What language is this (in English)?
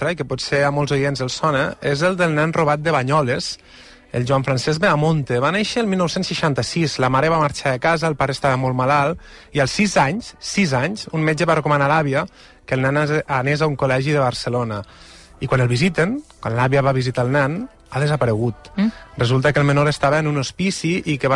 Catalan